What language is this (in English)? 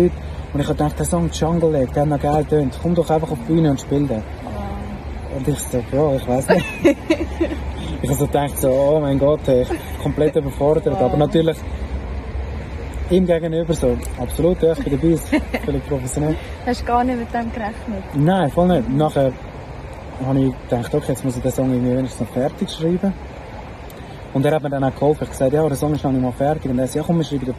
German